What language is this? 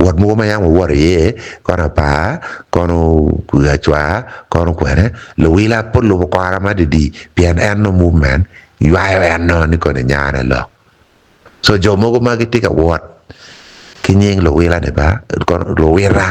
Acoli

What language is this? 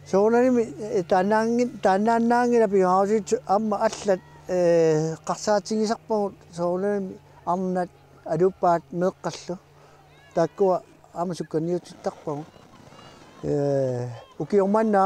Kalaallisut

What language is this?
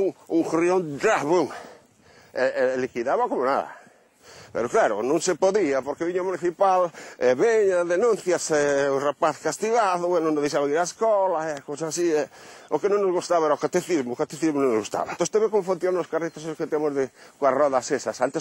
Galician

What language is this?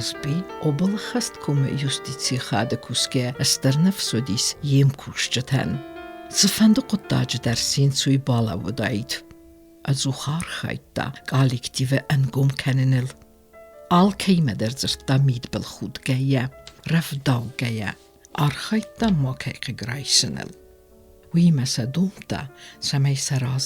Ossetic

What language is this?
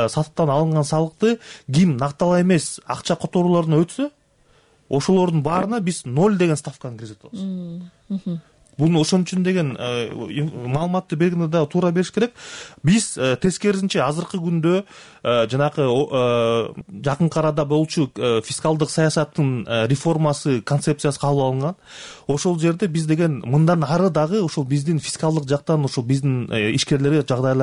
Kyrgyz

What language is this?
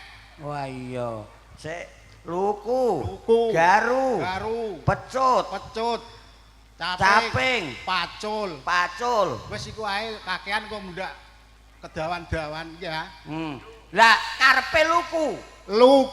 Javanese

